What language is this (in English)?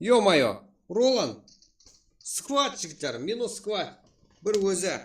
Kara-Kalpak